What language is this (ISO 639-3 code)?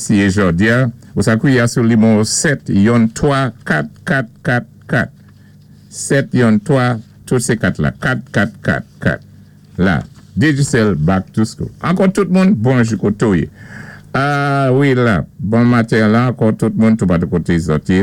acf